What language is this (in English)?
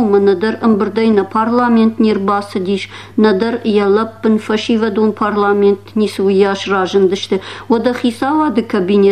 Ossetic